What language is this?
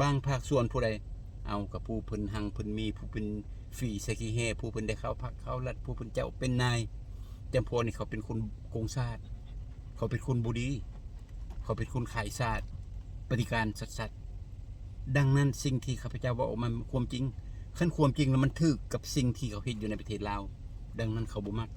Lao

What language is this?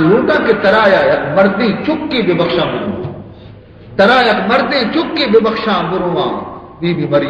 Baluchi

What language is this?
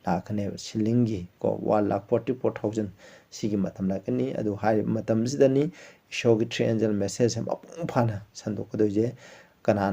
Manipuri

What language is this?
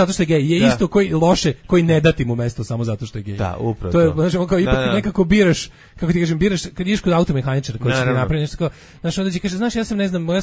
Serbian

